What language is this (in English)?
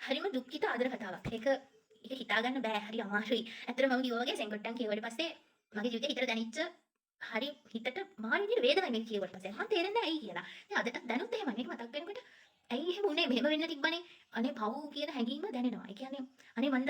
Sinhala